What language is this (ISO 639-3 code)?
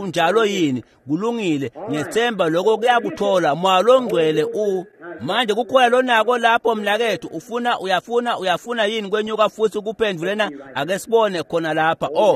ssw